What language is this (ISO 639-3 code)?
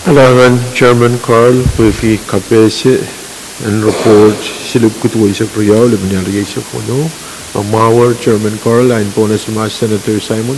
pon